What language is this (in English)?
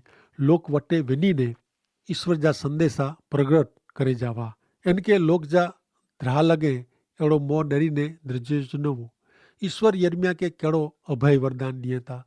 Kachhi